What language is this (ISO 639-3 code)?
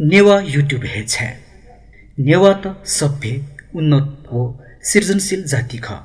new